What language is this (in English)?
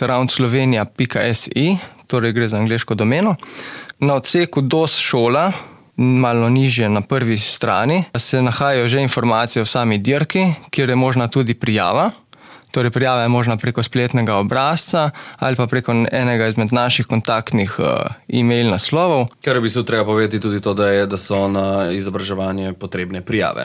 Slovenian